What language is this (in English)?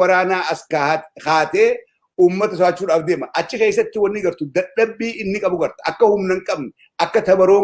Oromo